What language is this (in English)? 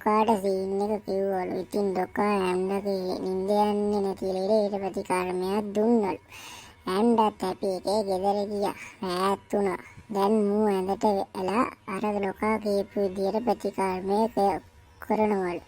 Sinhala